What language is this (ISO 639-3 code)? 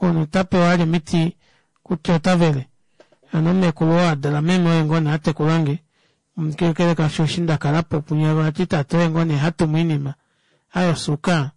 kua